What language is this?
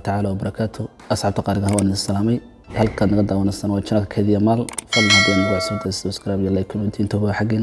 Somali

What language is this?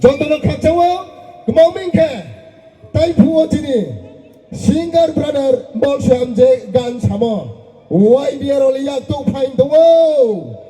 Riang (India)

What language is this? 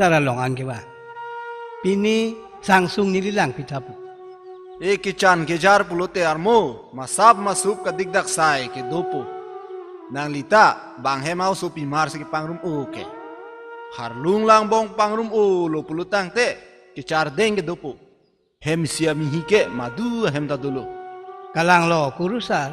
Karbi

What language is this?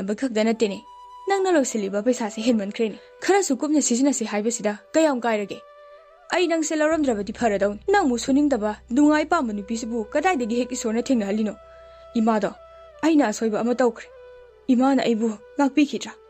Manipuri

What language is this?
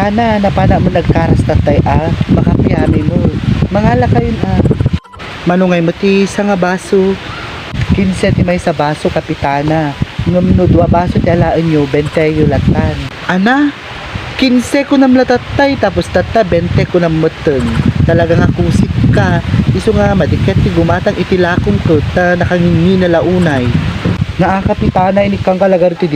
Iloko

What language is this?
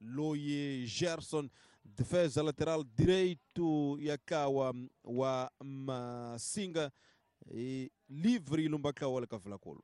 Tsonga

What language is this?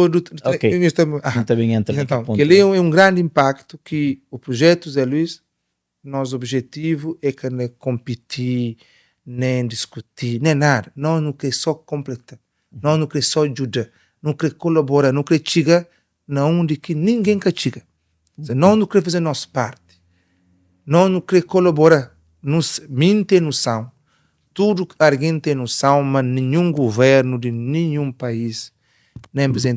Kabuverdianu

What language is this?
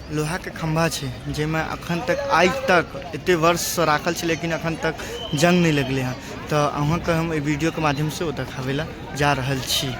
Maithili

